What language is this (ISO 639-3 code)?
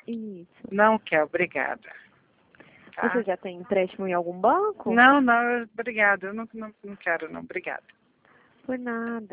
por